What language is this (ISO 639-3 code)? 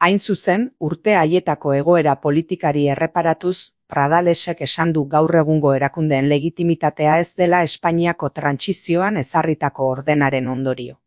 eus